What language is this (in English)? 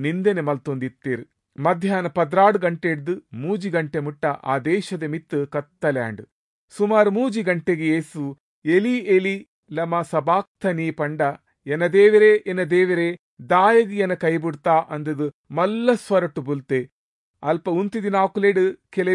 Tulu